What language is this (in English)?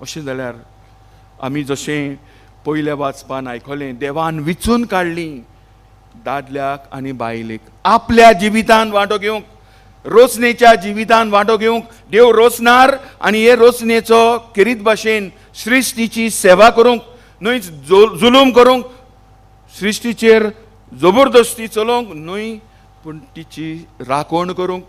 Konkani